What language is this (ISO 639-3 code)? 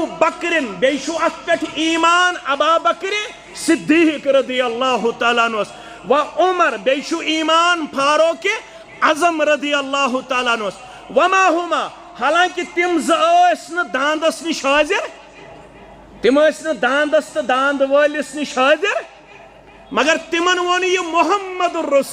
kas